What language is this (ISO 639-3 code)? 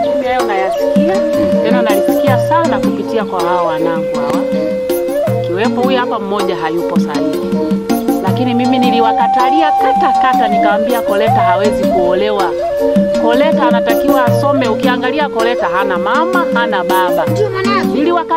swa